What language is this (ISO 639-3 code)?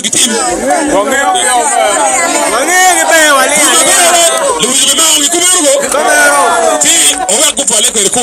ach